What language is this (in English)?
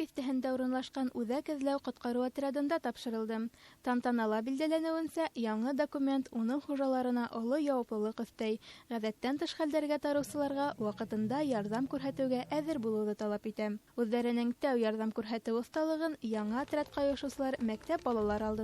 Bashkir